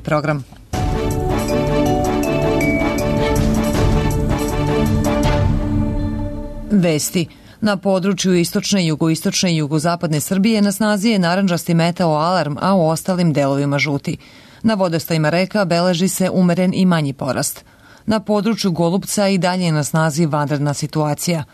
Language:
Serbian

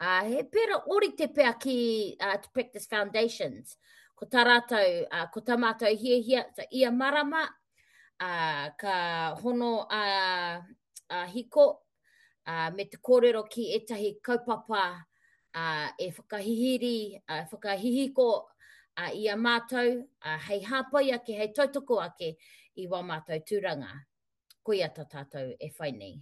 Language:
Māori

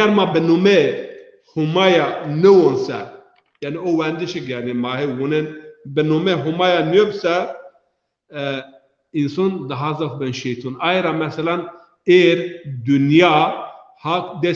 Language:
Zaza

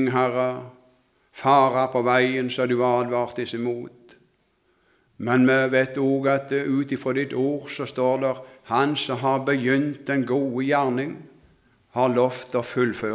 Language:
Norwegian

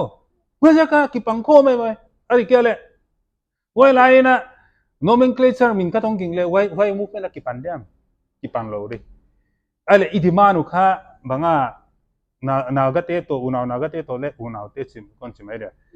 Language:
Paite Chin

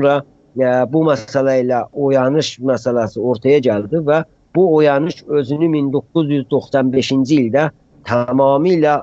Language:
South Azerbaijani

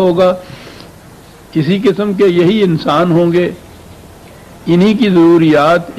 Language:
Urdu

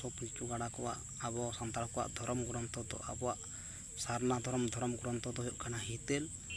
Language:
Santali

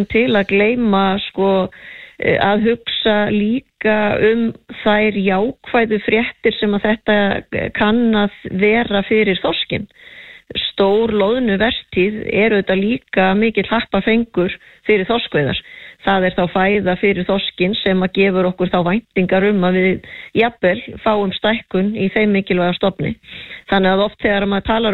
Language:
Icelandic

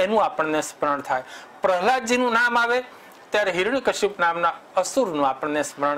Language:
Gujarati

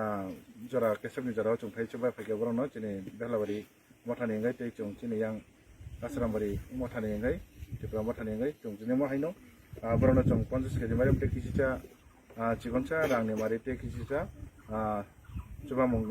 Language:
Kok Borok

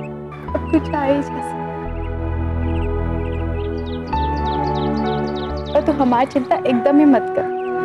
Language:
Bhojpuri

